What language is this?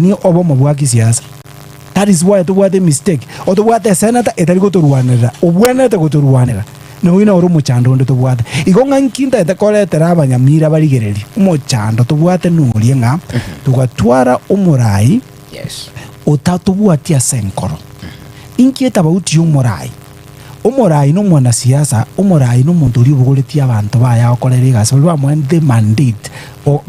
Gusii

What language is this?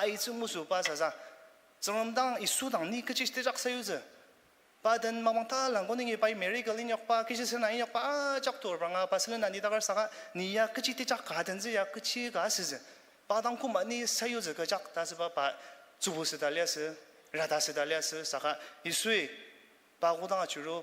Ao Naga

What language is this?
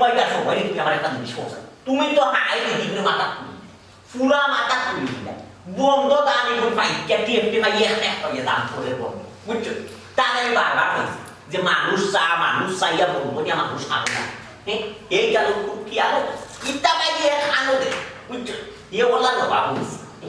Sylheti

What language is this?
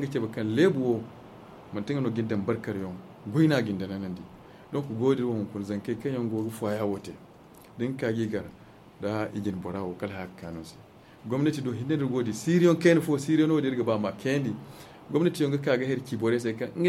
Zarma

